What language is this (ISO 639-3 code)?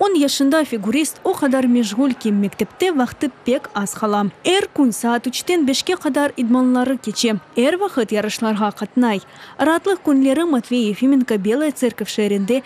crh